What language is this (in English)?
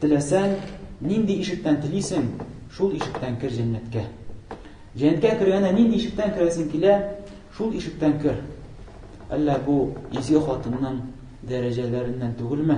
Tatar